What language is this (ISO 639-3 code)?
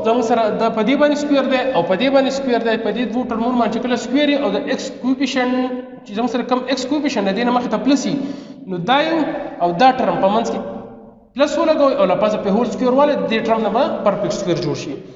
pus